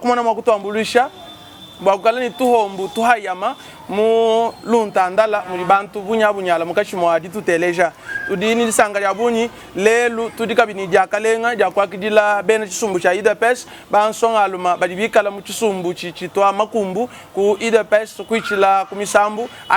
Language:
Luba-Lulua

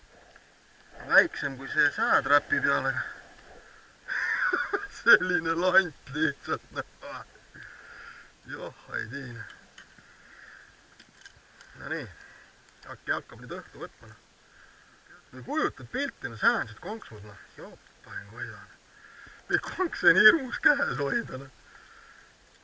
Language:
Estonian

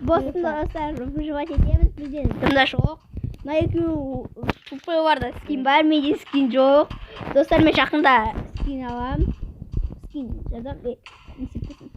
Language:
Kazakh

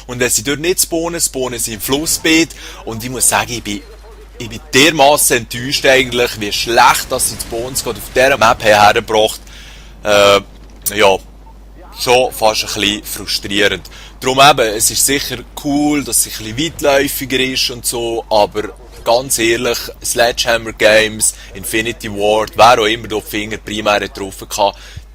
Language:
Swiss German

